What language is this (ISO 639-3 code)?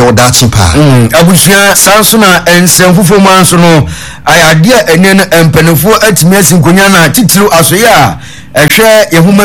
aka